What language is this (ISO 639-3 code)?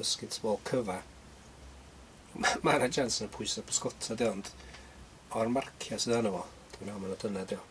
cym